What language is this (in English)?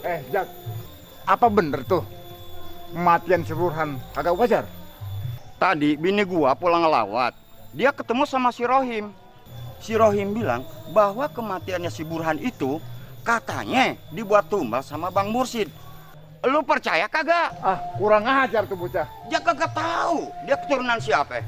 Betawi